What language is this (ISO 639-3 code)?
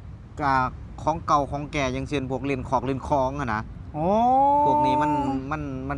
lao